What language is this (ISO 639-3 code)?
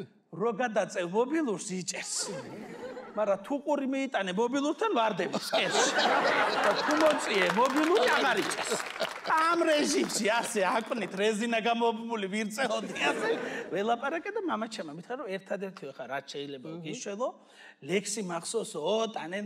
kat